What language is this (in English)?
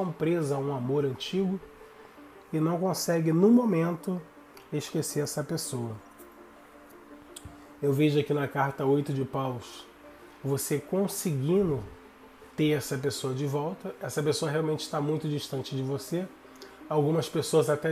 Portuguese